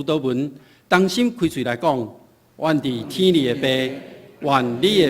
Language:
Min Nan Chinese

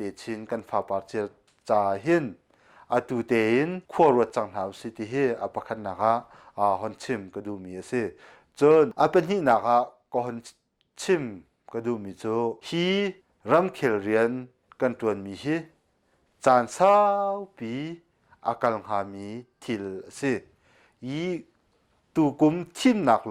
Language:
Hakha Chin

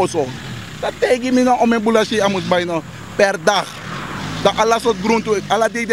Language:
Sranan Tongo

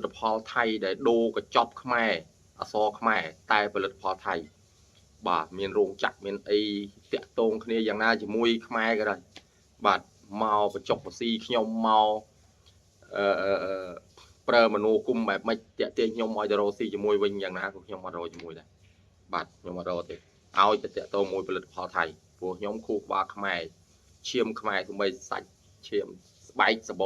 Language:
Khmer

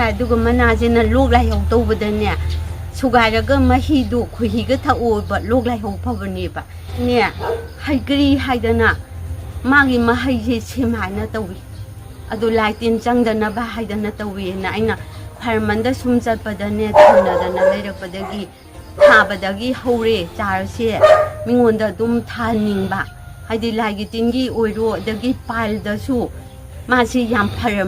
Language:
Manipuri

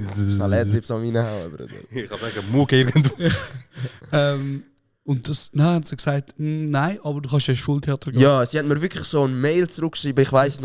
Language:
Swiss German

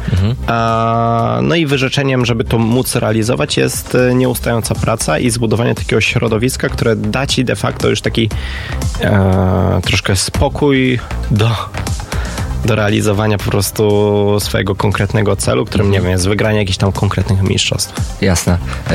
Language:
Polish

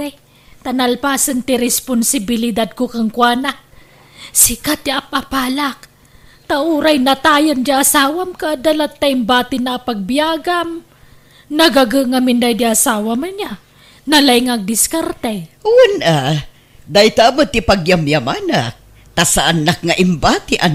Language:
Iloko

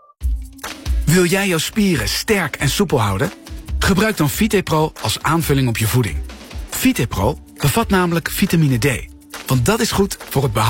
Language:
Dutch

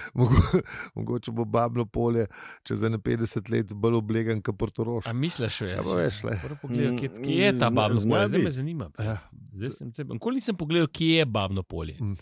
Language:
Slovenian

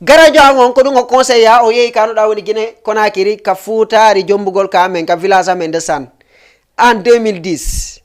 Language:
Fula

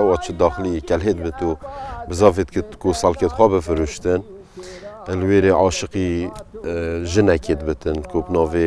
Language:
Kurdish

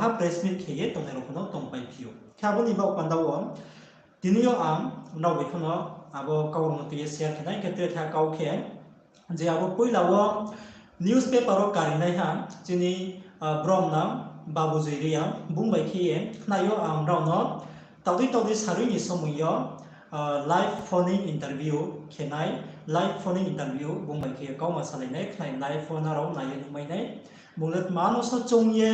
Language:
Riang (India)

